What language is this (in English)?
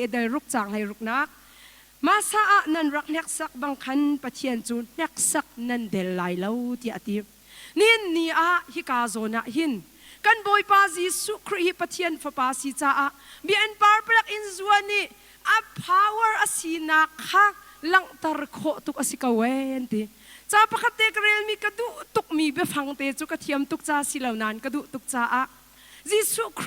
Hakha Chin